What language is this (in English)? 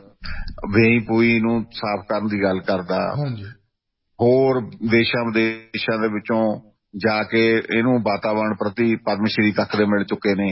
Punjabi